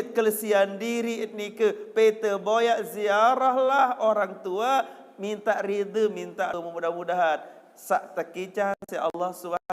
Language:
Sasak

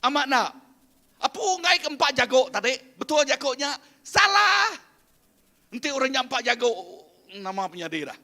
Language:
Iban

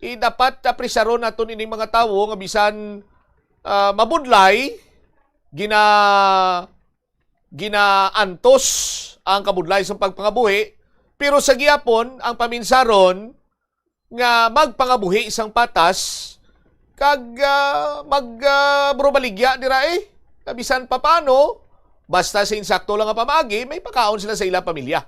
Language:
Hiligaynon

